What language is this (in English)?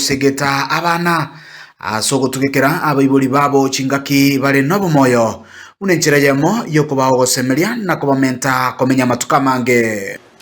Gusii